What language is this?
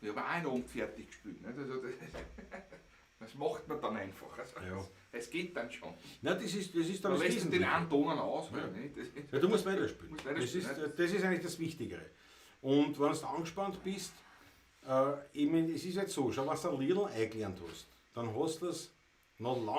Bavarian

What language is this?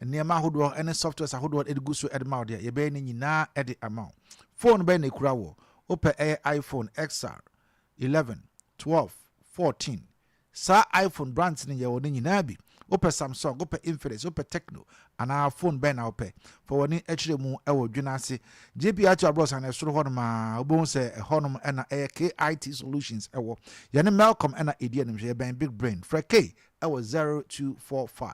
Akan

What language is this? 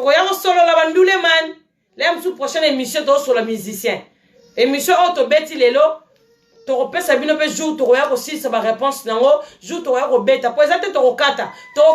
Lingala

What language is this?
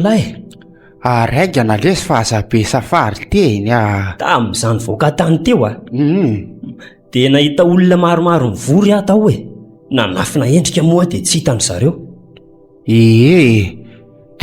Malagasy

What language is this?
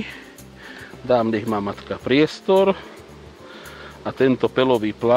Slovak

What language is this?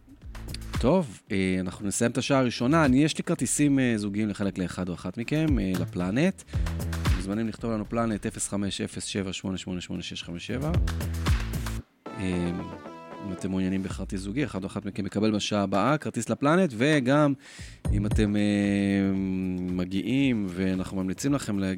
Hebrew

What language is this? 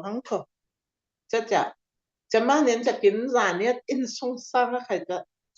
Falam Chin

